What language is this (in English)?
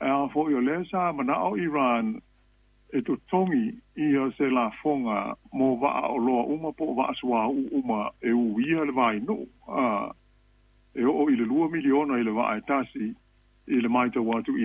Samoan